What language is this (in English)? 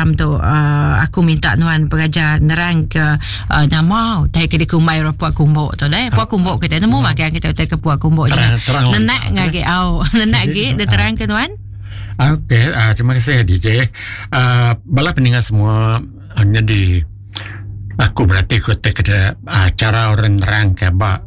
Iban